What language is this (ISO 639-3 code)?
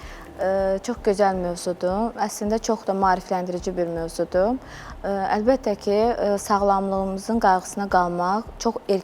aze